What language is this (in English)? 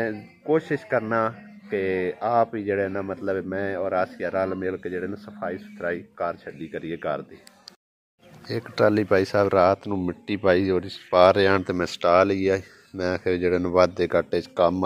Punjabi